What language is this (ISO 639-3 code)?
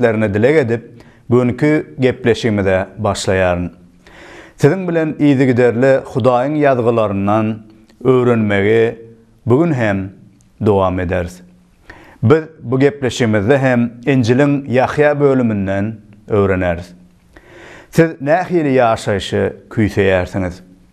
tuk